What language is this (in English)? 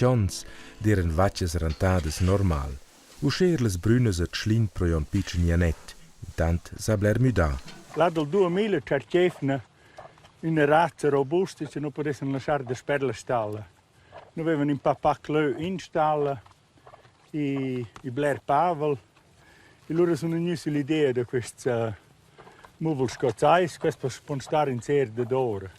Romansh